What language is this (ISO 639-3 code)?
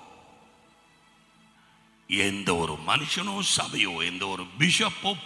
tam